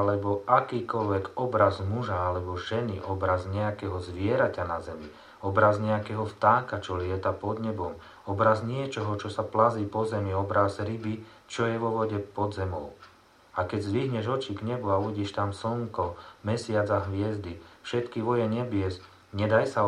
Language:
Slovak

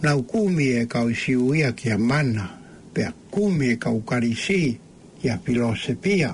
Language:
Tongan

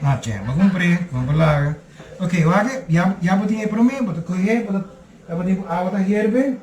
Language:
Papiamento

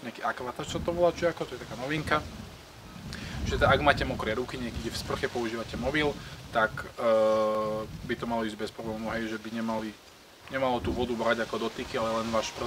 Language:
Slovak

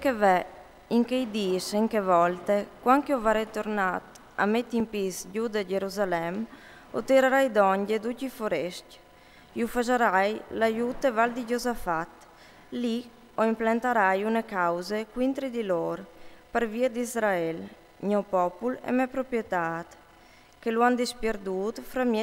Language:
Friulian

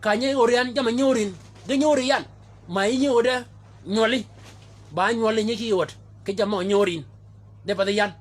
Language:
Shilluk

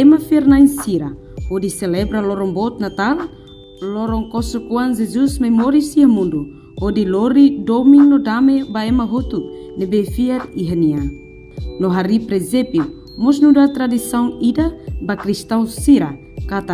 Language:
Tetum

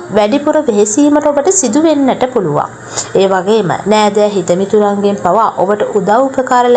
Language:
Sinhala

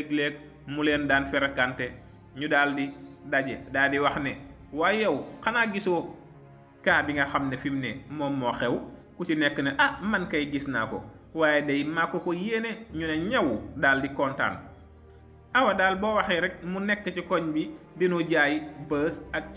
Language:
Wolof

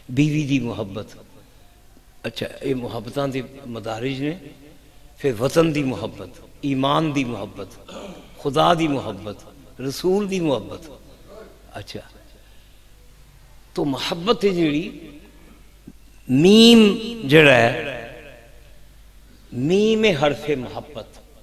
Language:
Western Panjabi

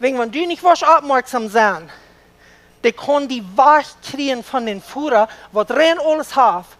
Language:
Plautdietsch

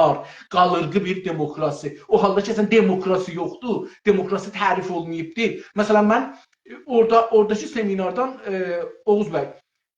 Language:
South Azerbaijani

